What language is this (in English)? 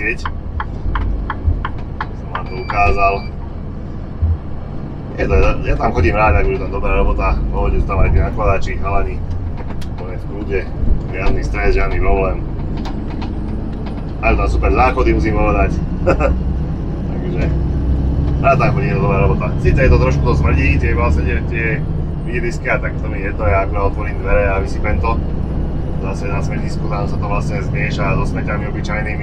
Slovak